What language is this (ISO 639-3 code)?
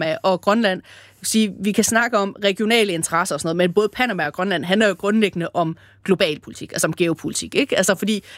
dan